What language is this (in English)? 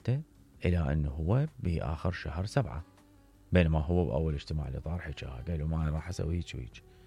Mesopotamian Arabic